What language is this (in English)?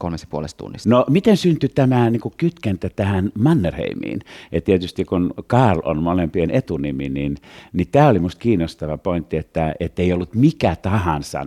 Finnish